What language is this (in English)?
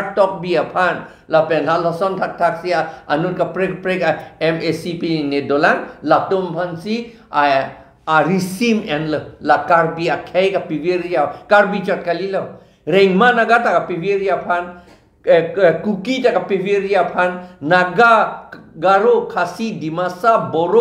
Karbi